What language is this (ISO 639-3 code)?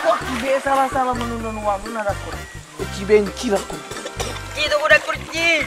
min